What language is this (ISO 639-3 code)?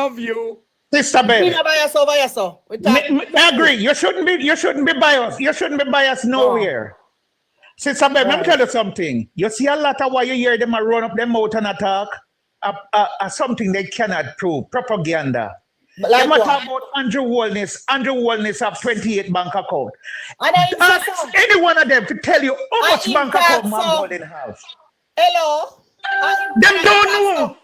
jam